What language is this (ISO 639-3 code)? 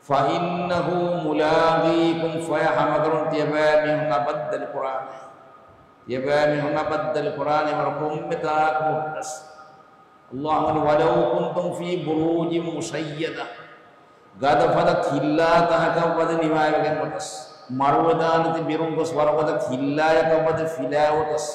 div